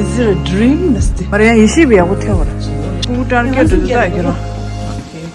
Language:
Tibetan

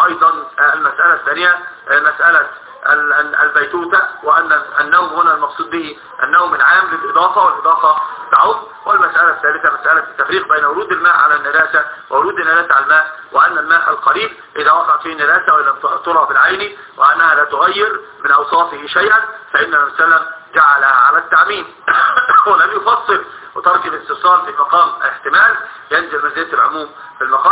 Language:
Arabic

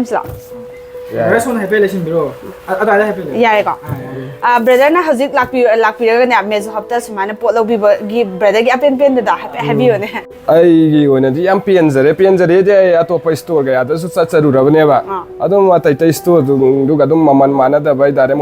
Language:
Manipuri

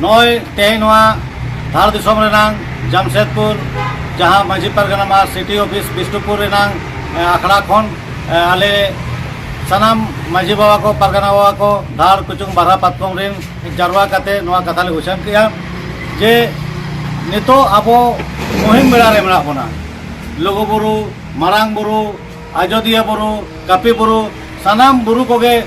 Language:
Santali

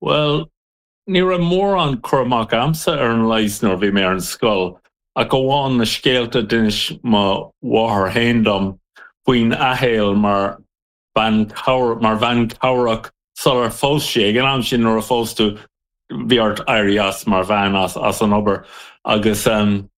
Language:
Irish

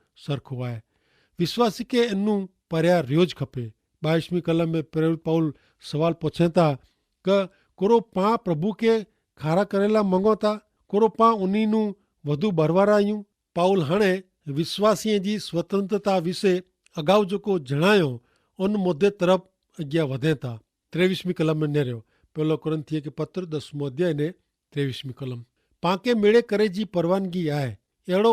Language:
Kachhi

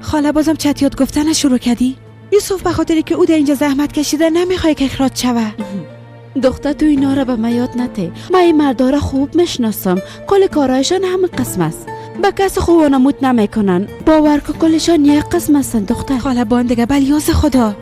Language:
Persian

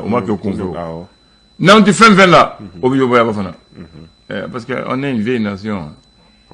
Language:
Bambara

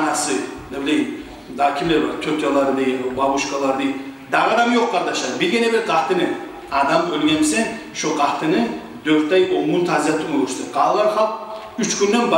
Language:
Kumyk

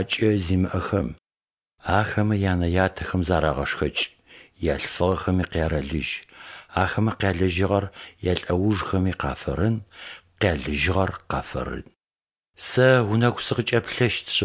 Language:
Adyghe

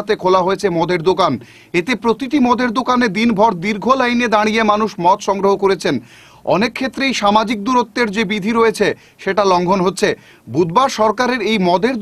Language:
Bangla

